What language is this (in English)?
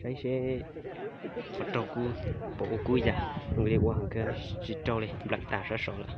Hmong